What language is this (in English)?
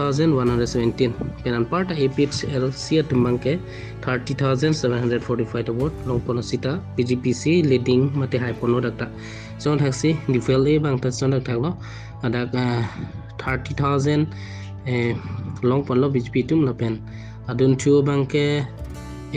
Karbi